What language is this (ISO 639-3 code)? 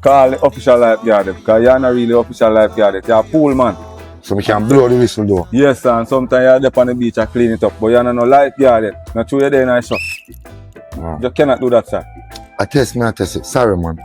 jam